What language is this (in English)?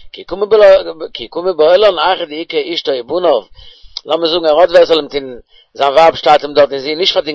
Yiddish